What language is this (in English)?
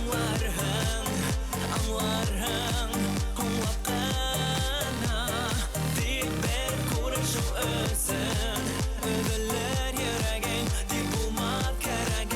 Bashkir